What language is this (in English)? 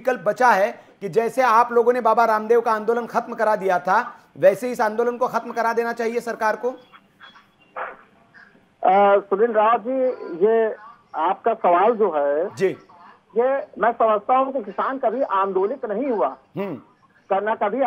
Hindi